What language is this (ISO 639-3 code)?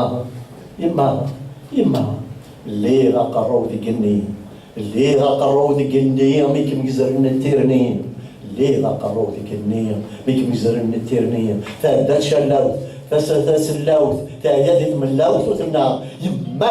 kab